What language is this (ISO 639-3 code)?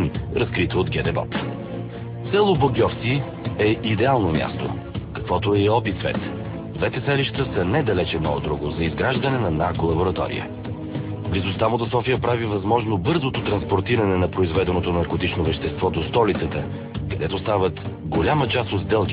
bul